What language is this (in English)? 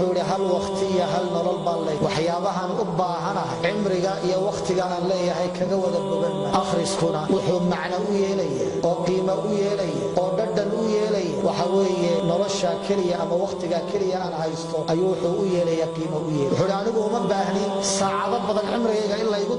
Somali